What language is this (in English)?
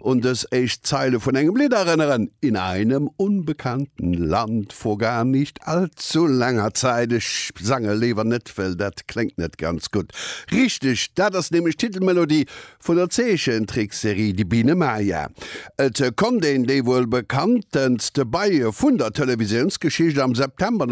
Luxembourgish